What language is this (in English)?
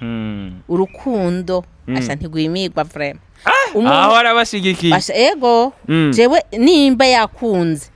Rundi